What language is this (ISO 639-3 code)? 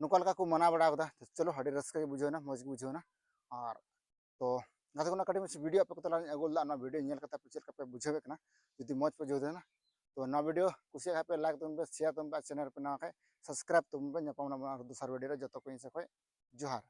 sat